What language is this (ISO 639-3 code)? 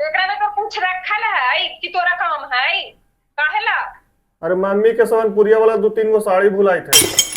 mag